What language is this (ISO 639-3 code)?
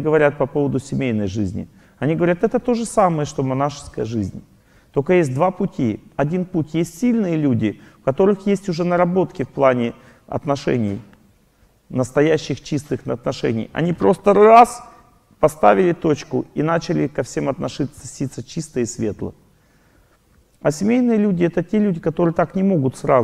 rus